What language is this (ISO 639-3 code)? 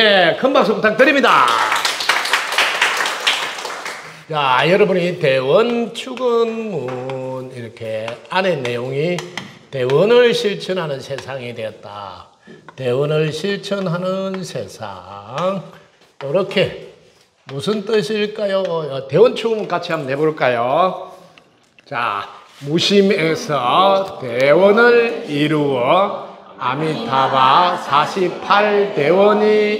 kor